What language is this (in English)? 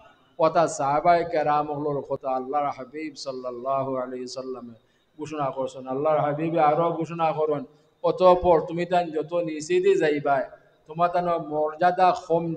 Sylheti